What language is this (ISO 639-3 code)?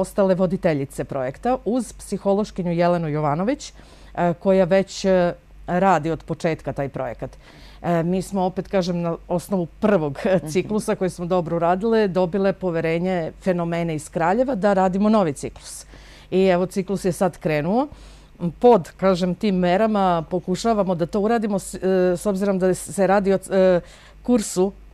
srp